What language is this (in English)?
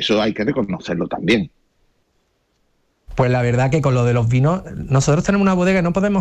Spanish